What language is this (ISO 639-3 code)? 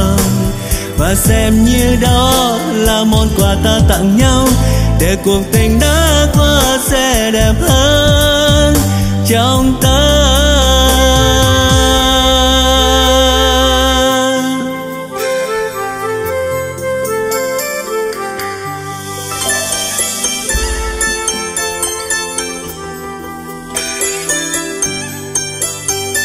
vie